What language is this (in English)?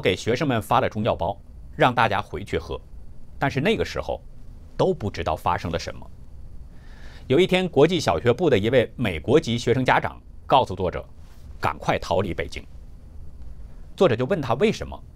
Chinese